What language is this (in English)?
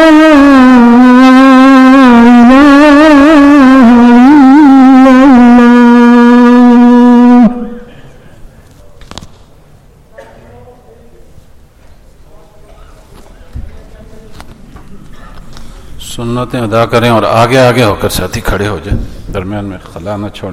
Urdu